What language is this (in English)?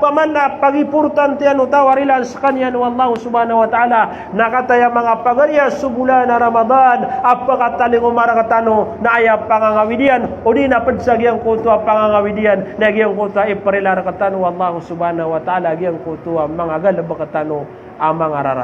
Maranao